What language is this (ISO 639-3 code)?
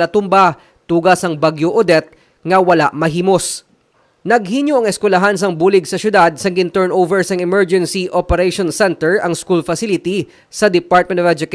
hil